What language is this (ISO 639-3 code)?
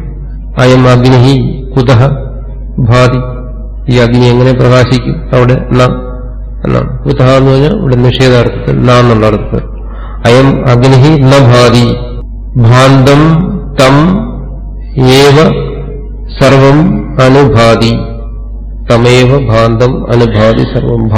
mal